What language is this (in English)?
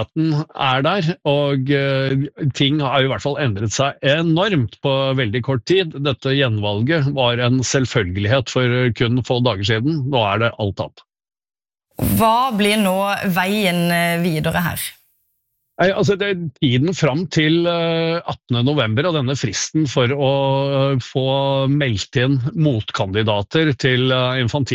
Norwegian